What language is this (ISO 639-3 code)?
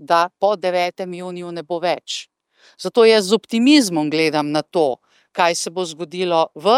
slv